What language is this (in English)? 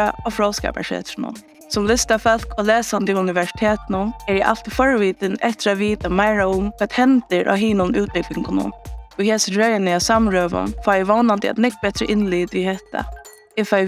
Faroese